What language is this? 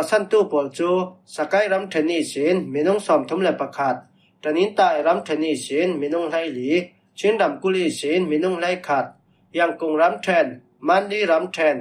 Falam Chin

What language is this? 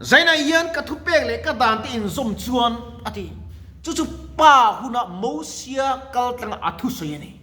Mizo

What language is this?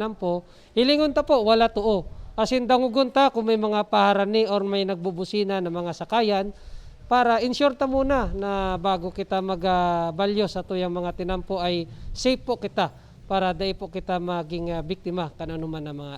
Bikol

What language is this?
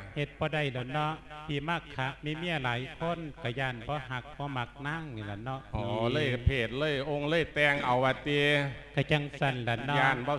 Lao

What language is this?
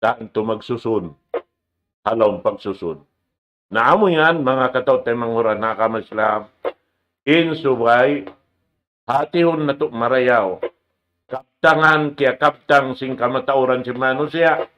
Tausug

